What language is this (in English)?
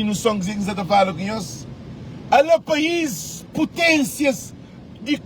Kabuverdianu